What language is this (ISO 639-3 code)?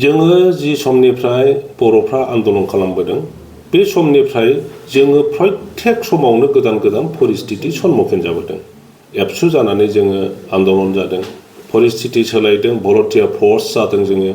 brx